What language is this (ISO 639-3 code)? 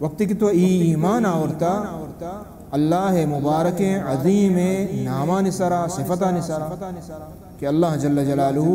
bal